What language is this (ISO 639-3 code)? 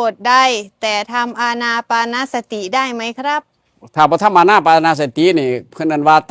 tts